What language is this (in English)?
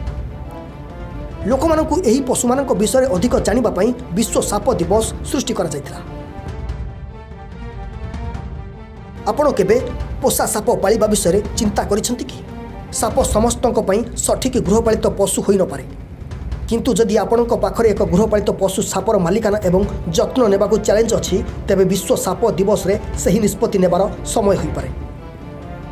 Odia